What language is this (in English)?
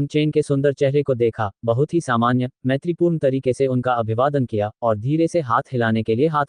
Hindi